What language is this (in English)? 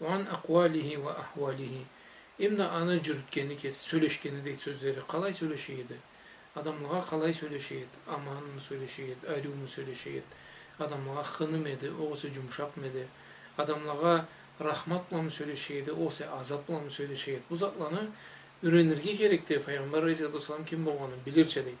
Karachay-Balkar